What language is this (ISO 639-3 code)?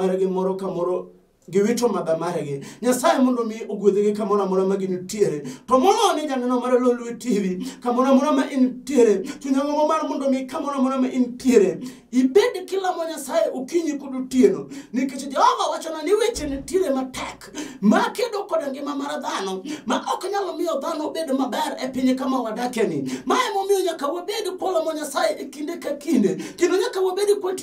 luo